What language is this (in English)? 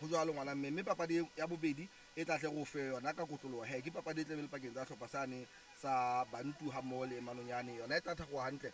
Southern Sotho